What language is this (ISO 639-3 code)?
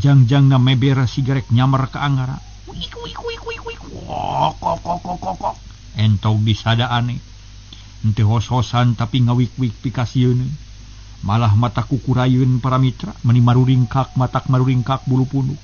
sun